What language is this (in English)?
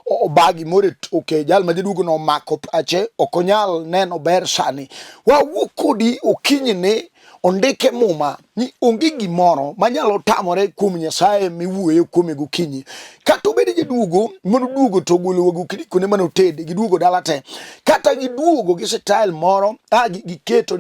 Luo (Kenya and Tanzania)